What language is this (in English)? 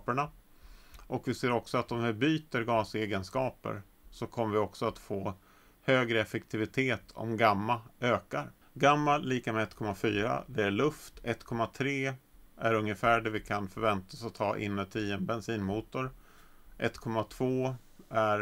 Swedish